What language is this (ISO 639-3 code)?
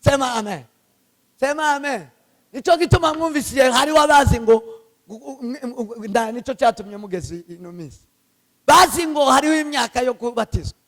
kin